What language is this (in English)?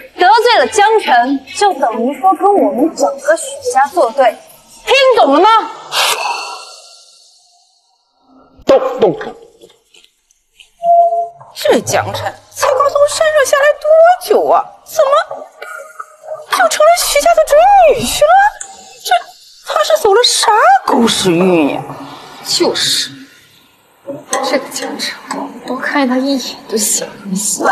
Chinese